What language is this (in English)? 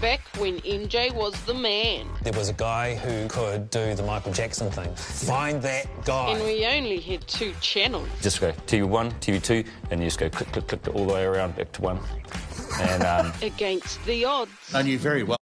Māori